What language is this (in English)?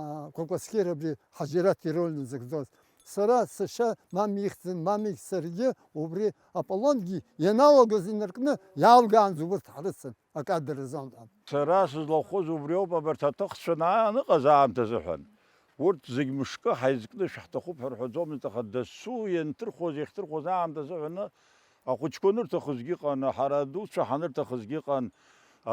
Abkhazian